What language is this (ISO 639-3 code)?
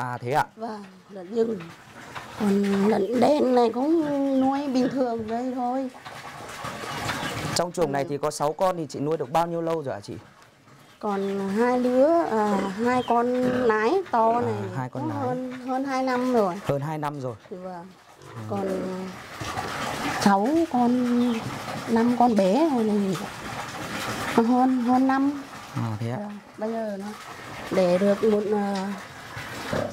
vie